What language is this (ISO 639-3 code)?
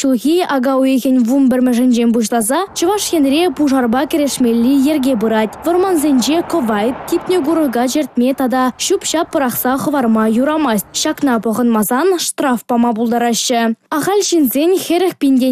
chv